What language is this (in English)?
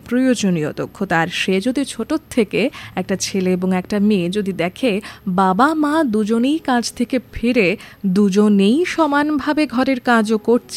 Bangla